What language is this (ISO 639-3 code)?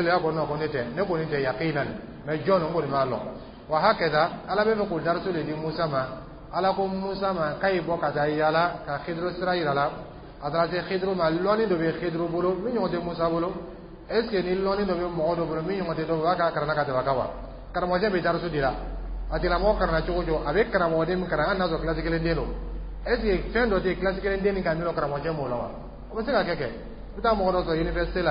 dyu